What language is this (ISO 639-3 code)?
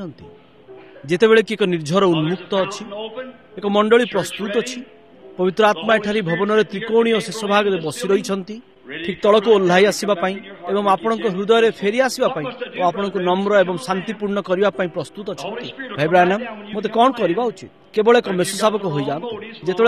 ori